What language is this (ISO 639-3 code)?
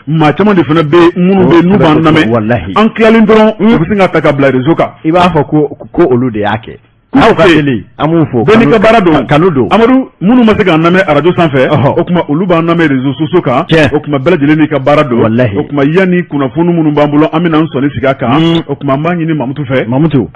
bam